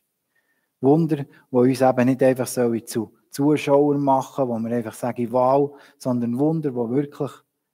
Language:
Swiss German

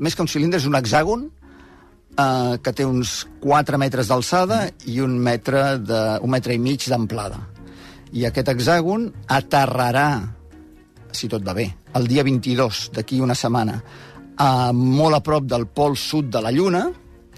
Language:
Catalan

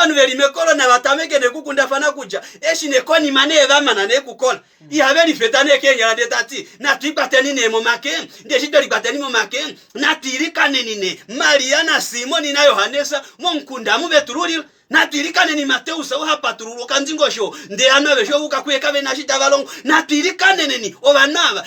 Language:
Kuanyama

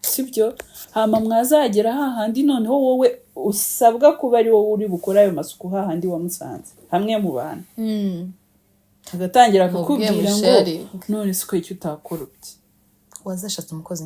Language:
Kinyarwanda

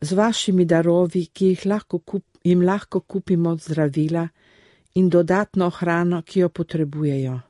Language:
Slovenian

